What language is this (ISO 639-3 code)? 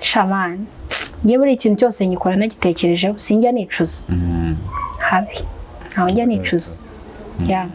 kin